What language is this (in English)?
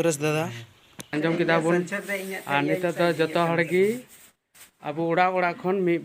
Santali